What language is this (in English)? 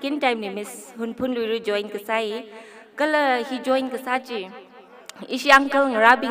Tangkhul Naga (India)